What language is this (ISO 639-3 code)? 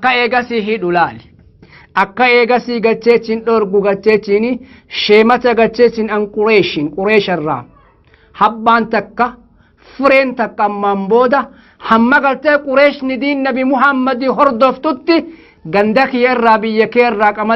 orm